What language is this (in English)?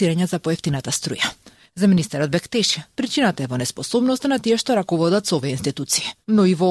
Macedonian